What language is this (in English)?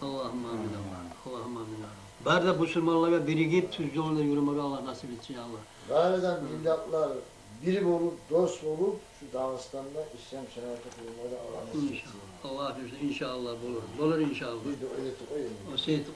Kumyk